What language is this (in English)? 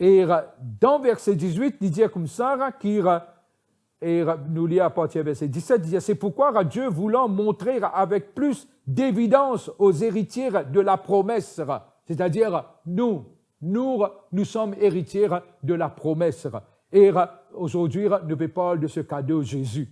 Morisyen